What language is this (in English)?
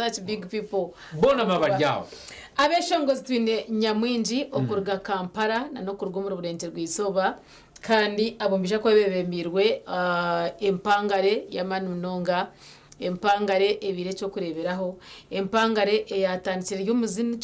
Nyankole